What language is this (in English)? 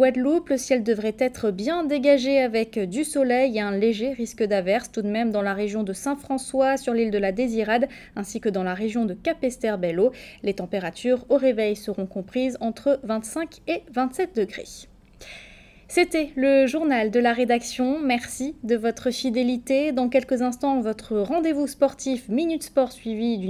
French